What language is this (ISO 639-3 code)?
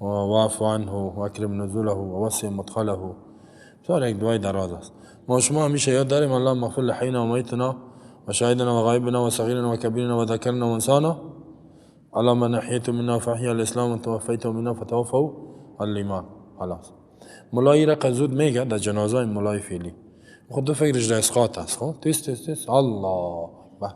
fas